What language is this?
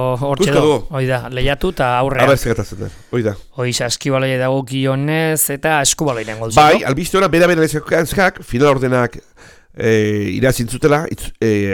Basque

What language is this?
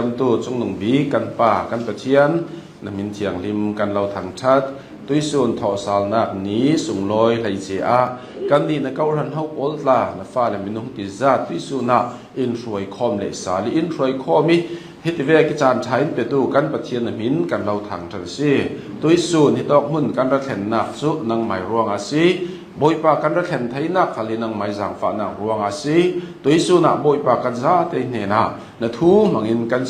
Hakha Chin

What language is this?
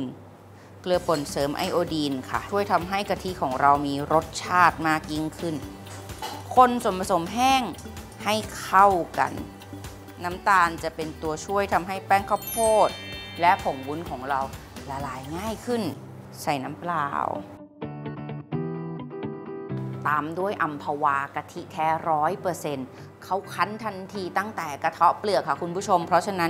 Thai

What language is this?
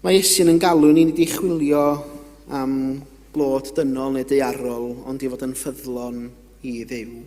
Welsh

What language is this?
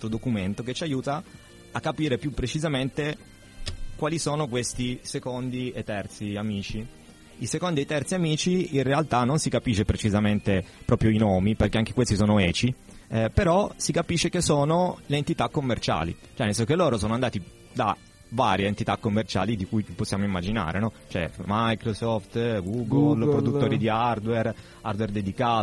Italian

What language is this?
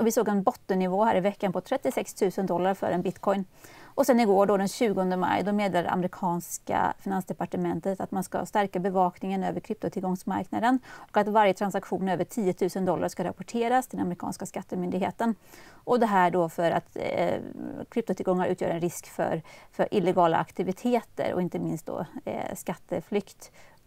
Swedish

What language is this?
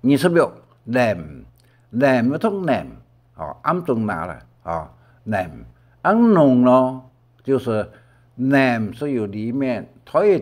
Hakka Chinese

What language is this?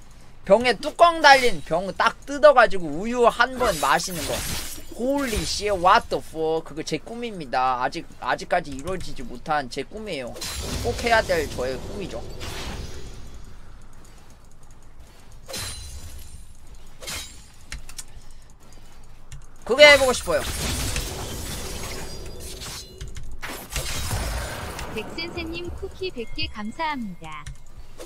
Korean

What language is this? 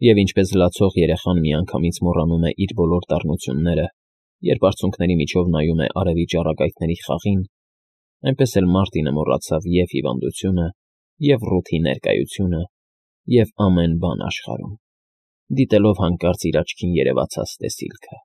Armenian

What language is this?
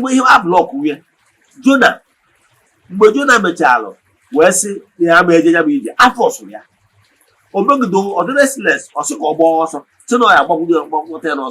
Igbo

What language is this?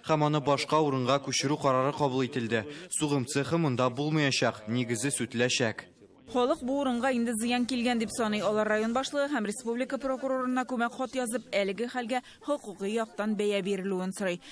Tatar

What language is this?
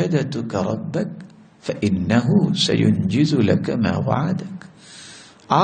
Urdu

